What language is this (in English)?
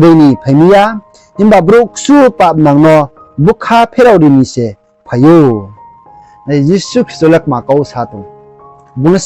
Riang (India)